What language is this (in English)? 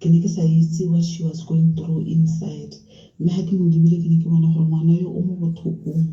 Tswana